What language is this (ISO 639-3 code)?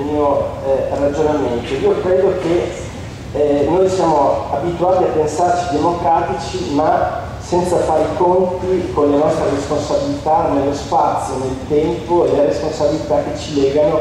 ita